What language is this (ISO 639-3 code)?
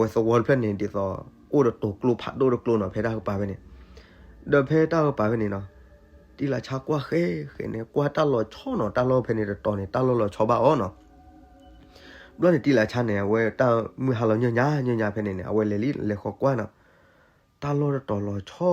ksw